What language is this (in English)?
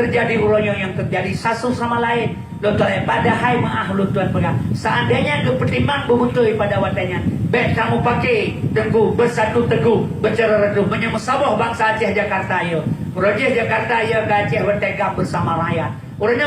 Achinese